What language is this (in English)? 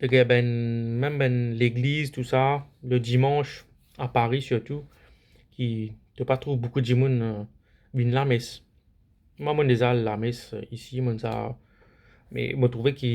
Morisyen